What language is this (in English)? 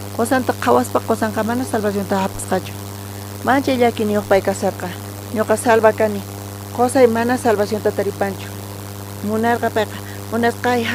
South Bolivian Quechua